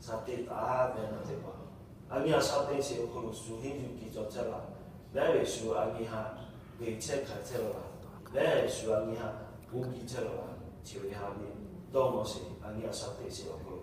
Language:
Lahu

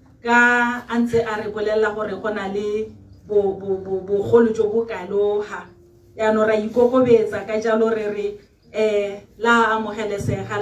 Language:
Tswana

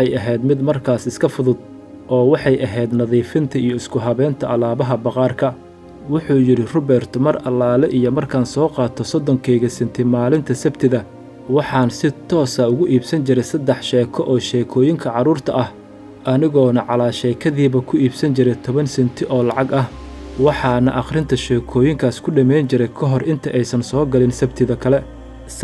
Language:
Somali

